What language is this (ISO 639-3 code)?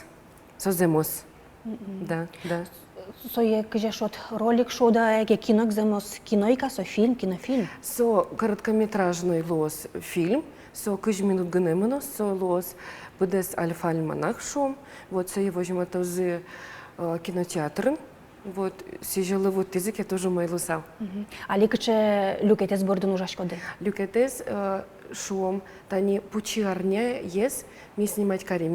udm